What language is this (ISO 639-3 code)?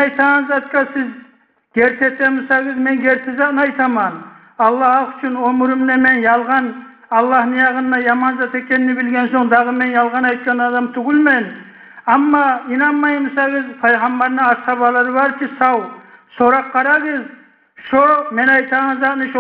kum